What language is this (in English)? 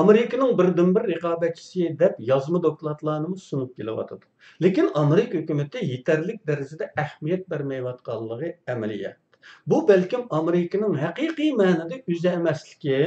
Uyghur